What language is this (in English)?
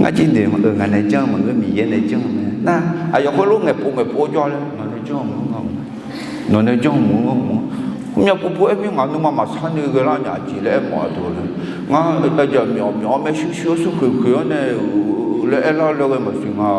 Akha